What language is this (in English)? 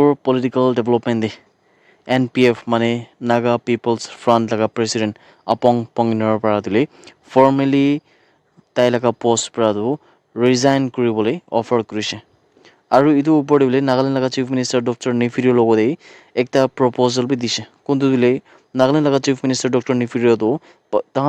Naga Pidgin